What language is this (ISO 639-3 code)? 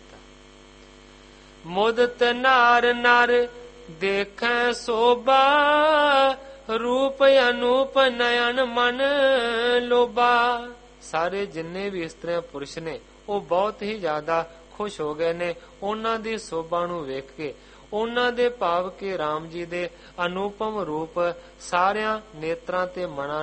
pan